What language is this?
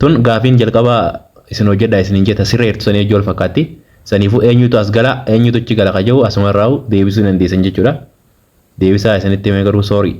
Oromo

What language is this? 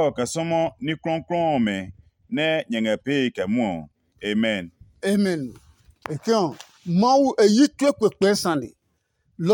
Adangme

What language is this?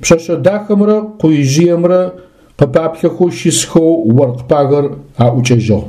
Adyghe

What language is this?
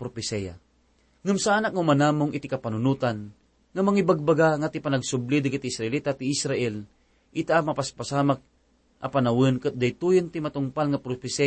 Iloko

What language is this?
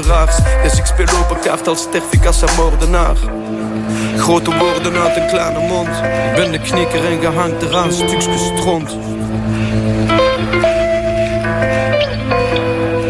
Dutch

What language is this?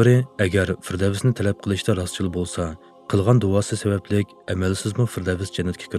Uyghur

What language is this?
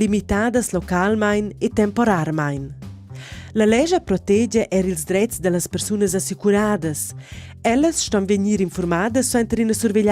Romansh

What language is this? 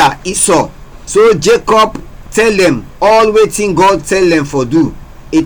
Krio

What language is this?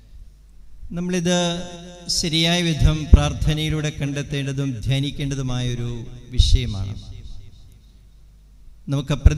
Malayalam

